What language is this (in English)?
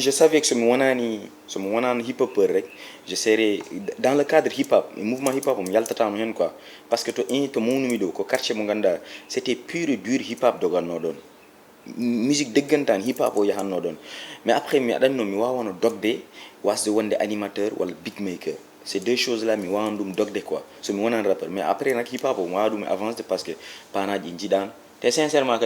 Fula